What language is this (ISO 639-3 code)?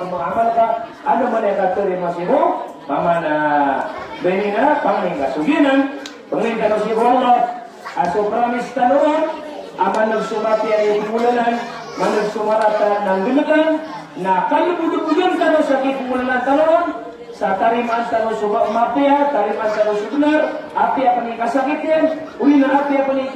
mrw